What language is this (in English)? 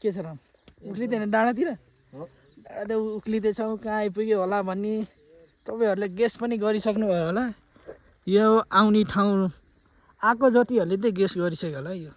Nepali